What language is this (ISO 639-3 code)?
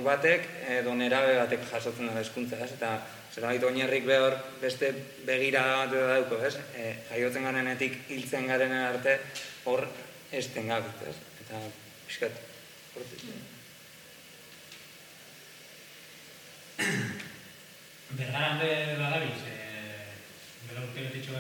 eus